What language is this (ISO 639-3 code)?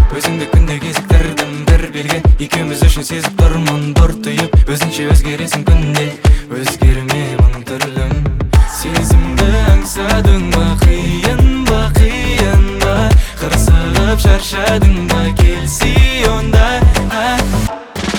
kaz